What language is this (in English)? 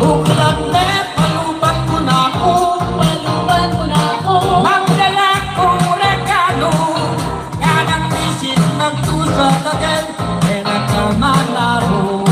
Pampanga